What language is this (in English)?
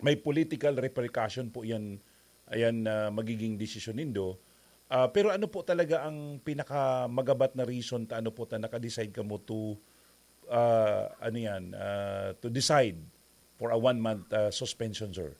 Bikol